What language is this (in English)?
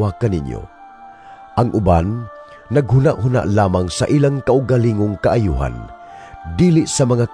Cebuano